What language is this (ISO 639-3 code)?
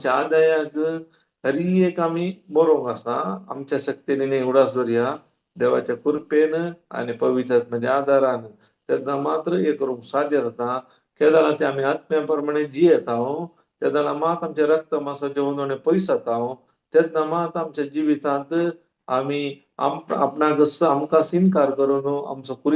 kok